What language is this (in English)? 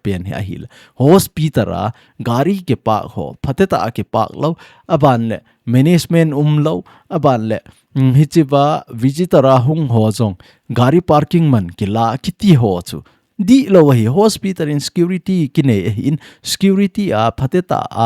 Thado Chin